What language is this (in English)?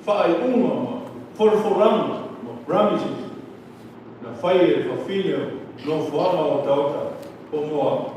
Samoan